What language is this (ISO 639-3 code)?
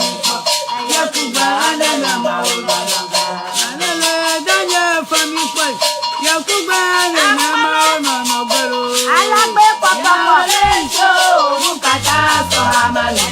ewe